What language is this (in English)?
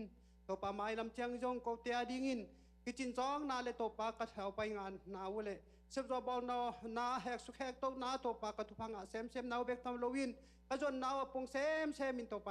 Tedim Chin